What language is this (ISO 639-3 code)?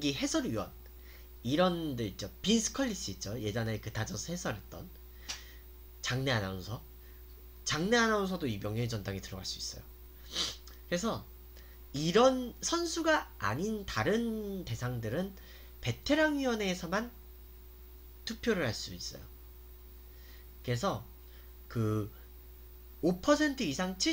kor